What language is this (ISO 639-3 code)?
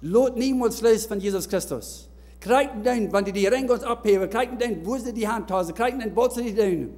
pdt